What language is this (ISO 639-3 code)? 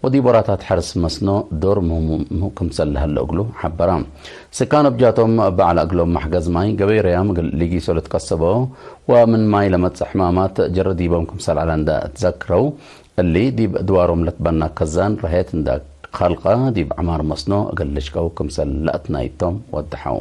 tig